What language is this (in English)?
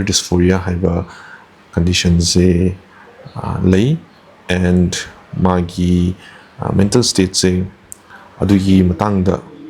Manipuri